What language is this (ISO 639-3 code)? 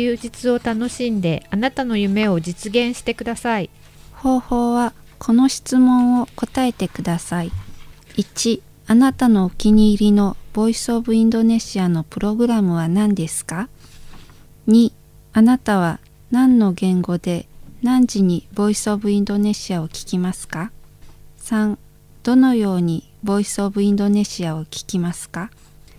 jpn